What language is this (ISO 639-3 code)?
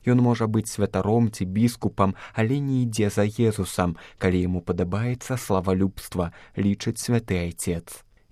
bel